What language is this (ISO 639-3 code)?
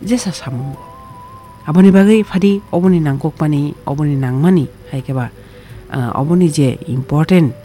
trp